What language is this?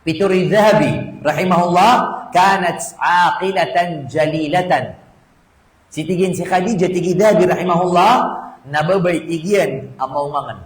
Maranao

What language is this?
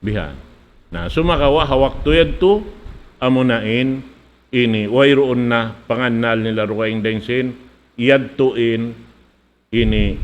Tausug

